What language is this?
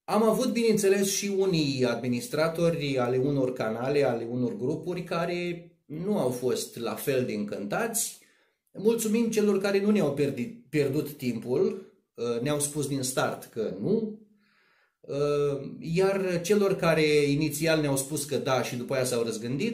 Romanian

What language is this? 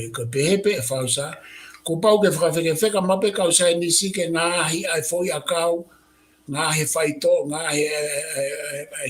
Tongan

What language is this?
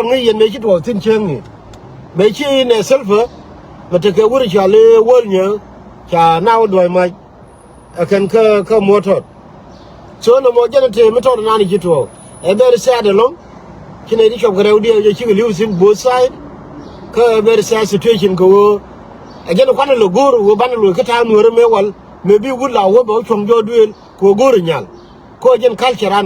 Nuer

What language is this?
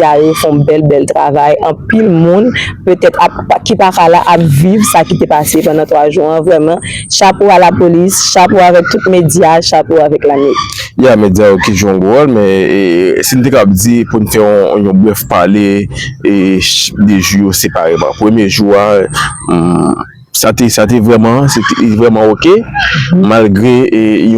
Haitian Creole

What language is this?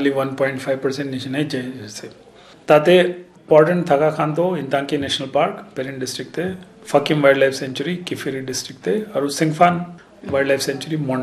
Naga Pidgin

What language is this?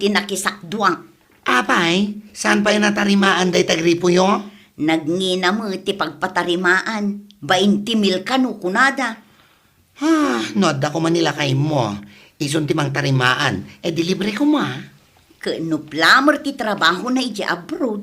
Iloko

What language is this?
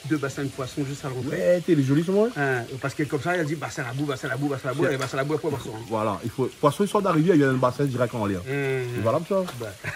Réunion Creole French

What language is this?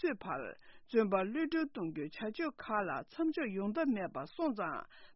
Tibetan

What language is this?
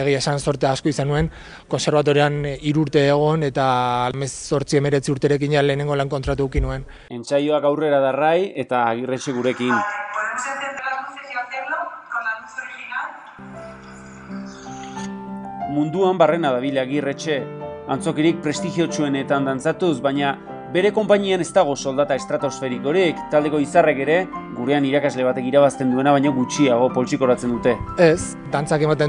Basque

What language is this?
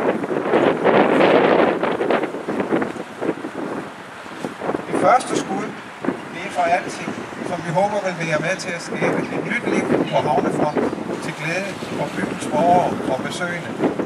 Danish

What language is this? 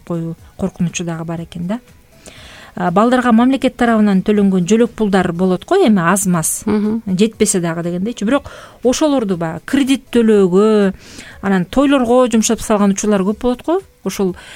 Kyrgyz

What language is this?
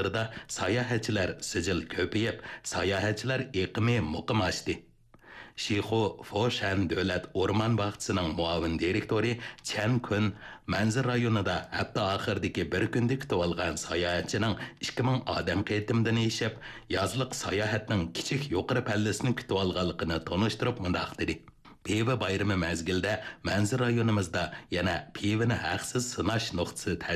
Uyghur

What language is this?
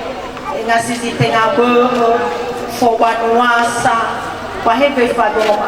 Nias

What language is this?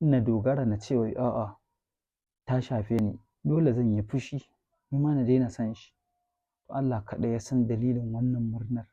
Hausa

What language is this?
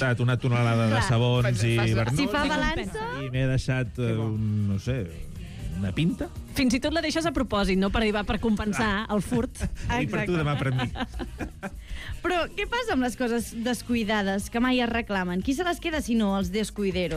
Catalan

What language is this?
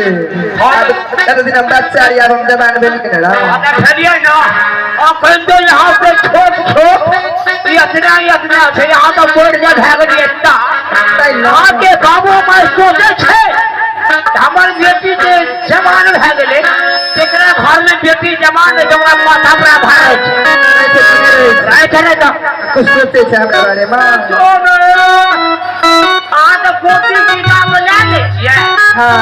Maithili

